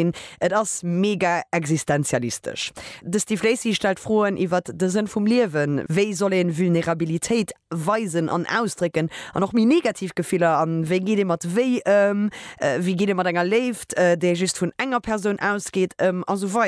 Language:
Luxembourgish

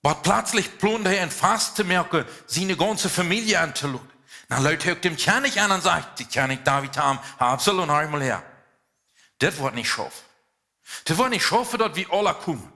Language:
Plautdietsch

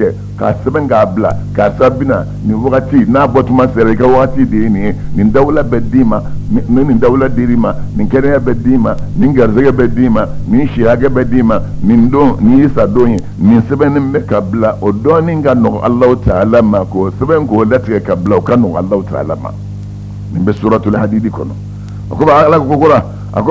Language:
Bambara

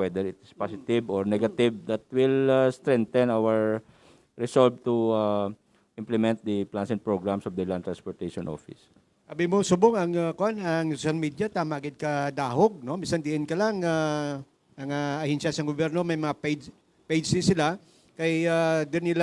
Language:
Hiligaynon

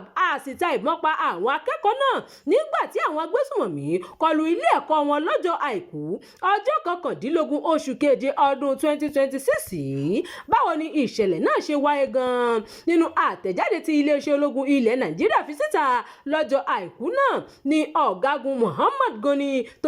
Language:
Yoruba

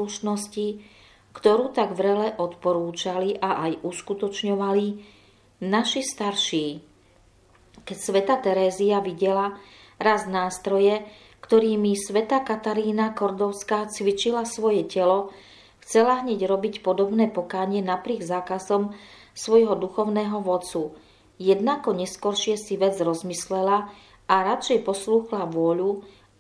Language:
Slovak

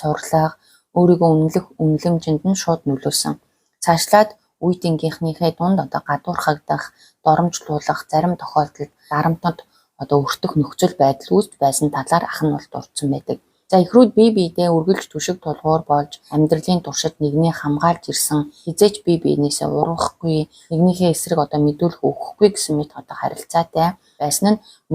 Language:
Mongolian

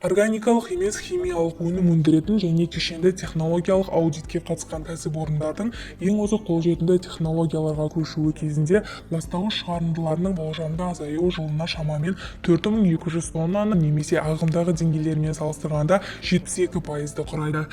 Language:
Kazakh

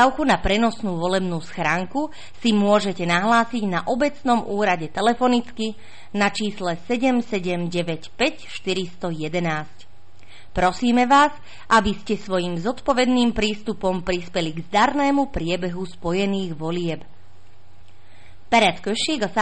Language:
Slovak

